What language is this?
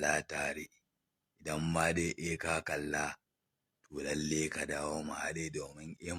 Hausa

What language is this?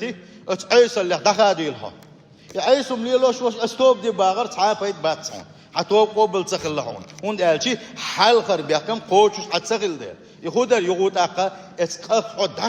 Chechen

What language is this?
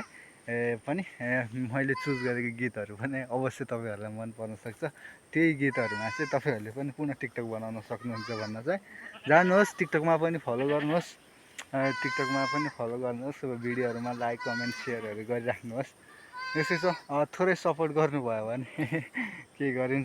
Nepali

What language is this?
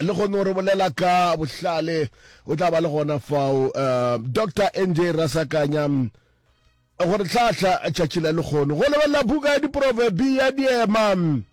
Northern Sotho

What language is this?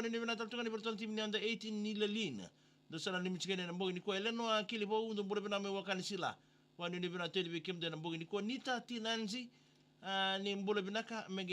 Fijian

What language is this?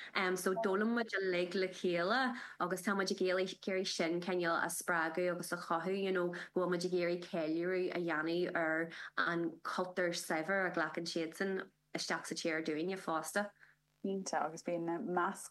Irish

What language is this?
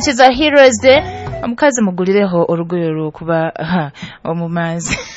Nyoro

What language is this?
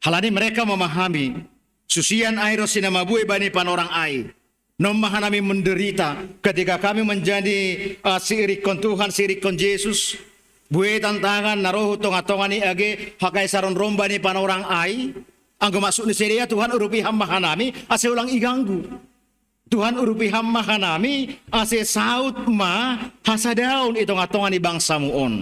Batak Simalungun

